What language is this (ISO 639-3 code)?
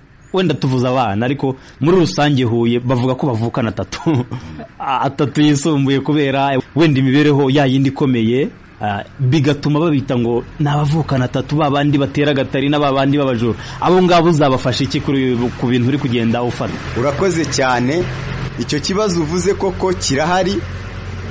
kin